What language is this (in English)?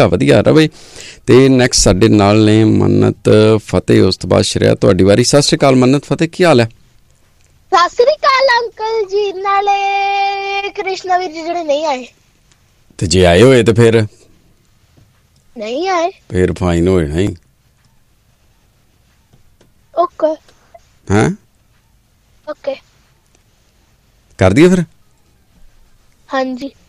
Punjabi